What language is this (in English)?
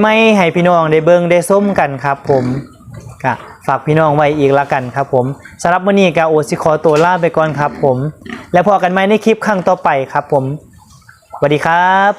Northeastern Thai